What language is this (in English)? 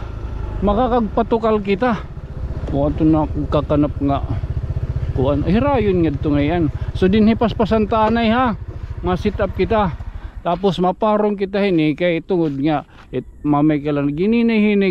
Waray